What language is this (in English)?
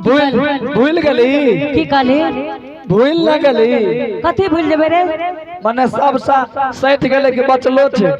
Angika